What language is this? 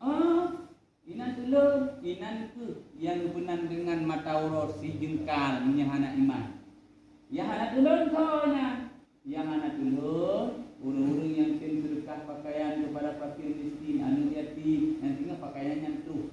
Achinese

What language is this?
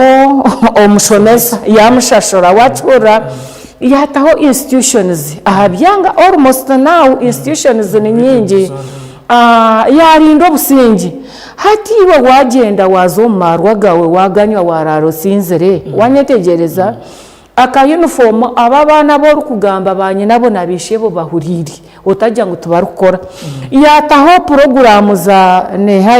Nyankole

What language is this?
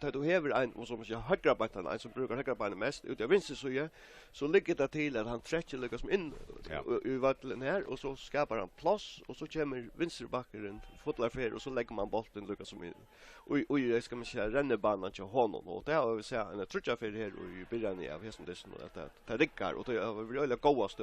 Faroese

